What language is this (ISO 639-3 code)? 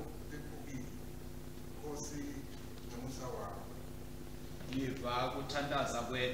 ssw